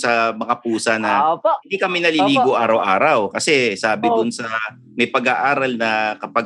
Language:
Filipino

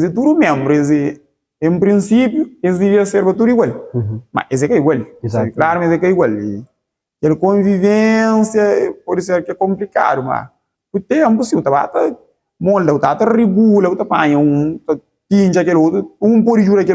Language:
Kabuverdianu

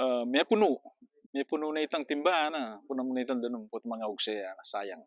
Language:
Pampanga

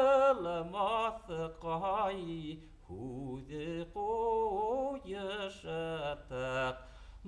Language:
Bashkir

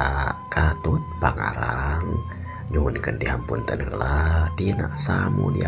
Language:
Sundanese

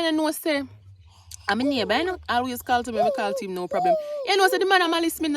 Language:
Jamaican Creole English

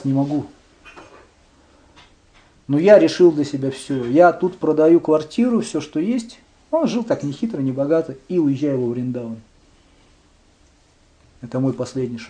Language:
Russian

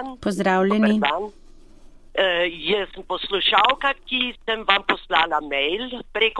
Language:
Slovenian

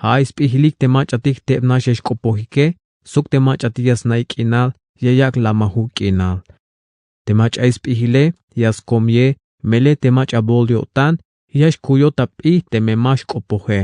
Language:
Tzeltal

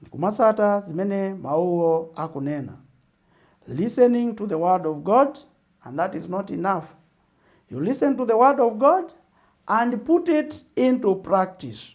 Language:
Nyanja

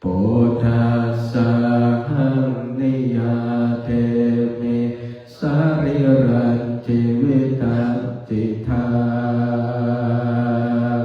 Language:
Pali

